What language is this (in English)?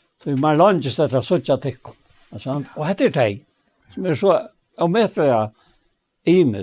Faroese